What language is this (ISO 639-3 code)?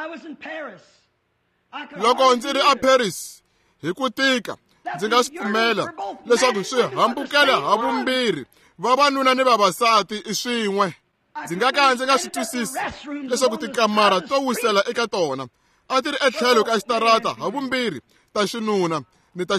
tso